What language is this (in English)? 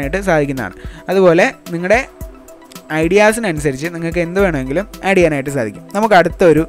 Malayalam